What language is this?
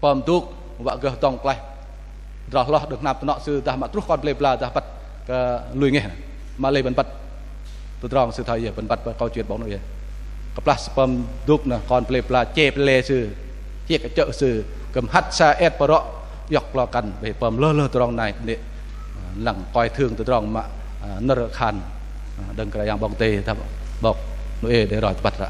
Bahnar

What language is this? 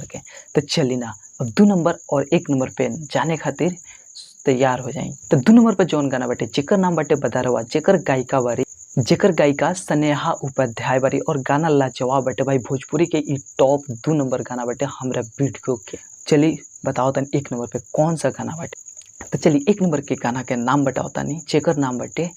Bhojpuri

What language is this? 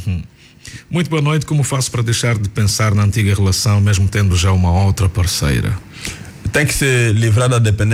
Portuguese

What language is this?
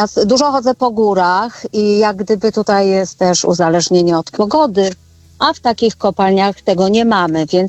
Polish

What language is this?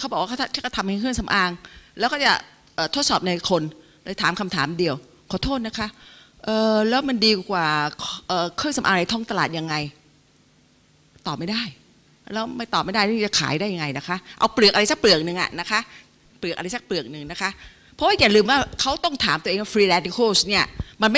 Thai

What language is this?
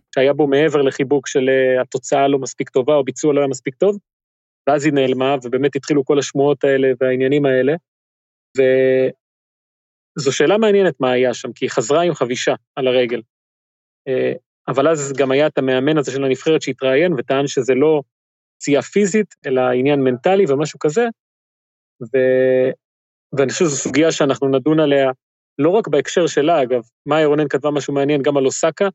Hebrew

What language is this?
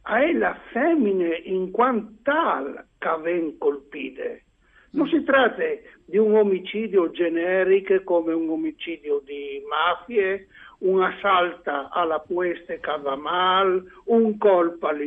Friulian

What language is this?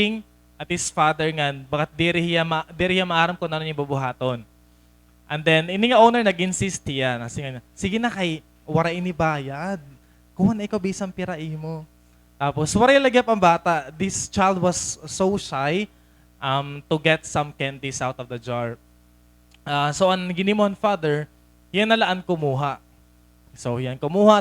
Waray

